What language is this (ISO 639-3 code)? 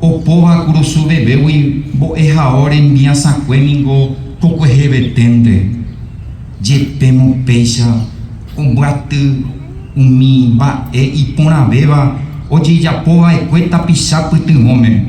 grn